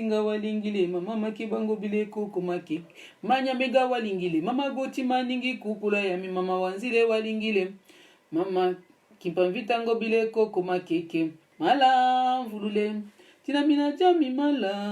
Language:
Lingala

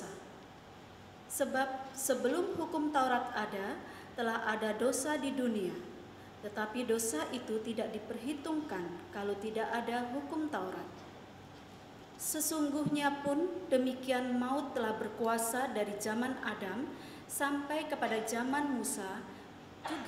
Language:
Indonesian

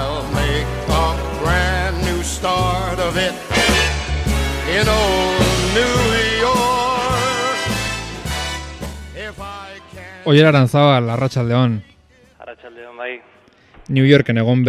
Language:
Basque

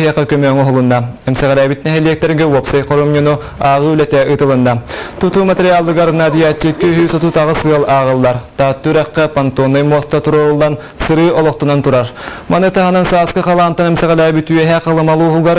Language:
Yakut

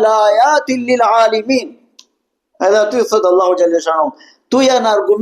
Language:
Albanian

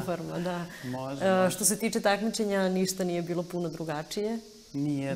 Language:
Serbian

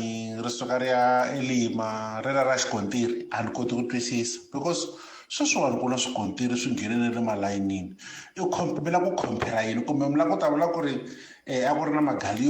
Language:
Tsonga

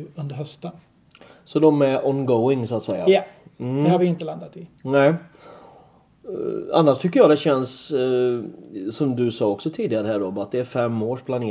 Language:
Swedish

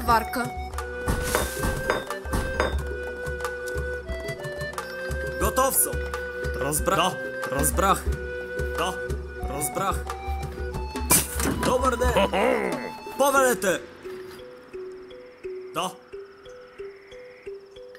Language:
Bulgarian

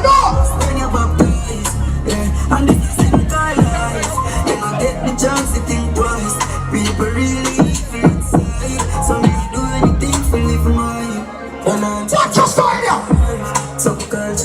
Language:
Jamaican Creole English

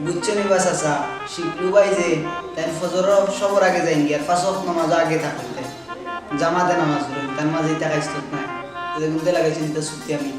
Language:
Sylheti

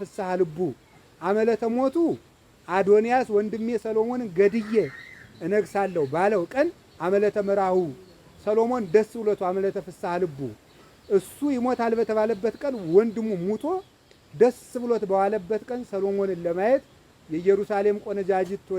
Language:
Amharic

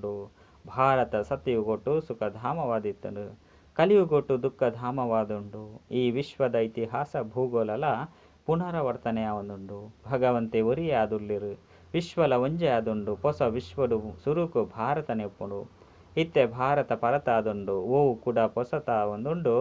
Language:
Tulu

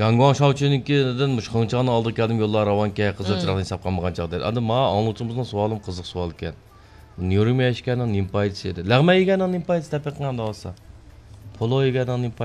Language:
Uyghur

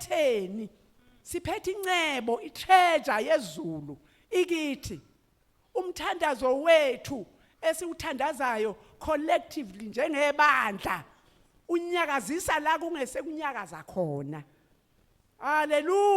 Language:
Zulu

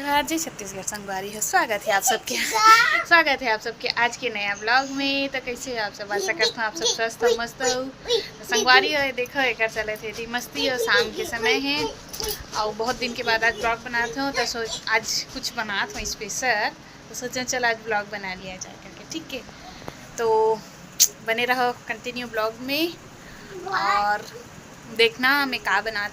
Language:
Chhattisgarhi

